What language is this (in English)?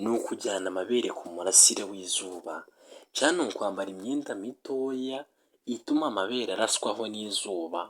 Kinyarwanda